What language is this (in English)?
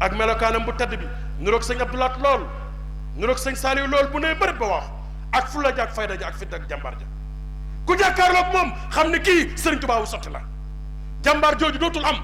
Wolof